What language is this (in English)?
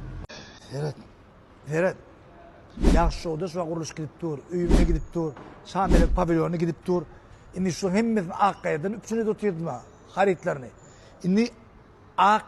Turkmen